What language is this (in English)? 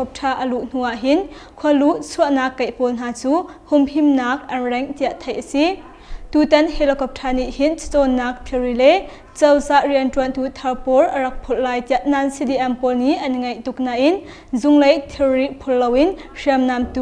Hakha Chin